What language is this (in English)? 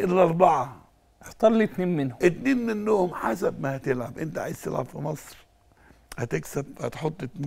Egyptian Arabic